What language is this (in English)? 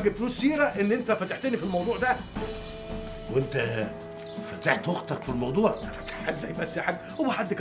Egyptian Arabic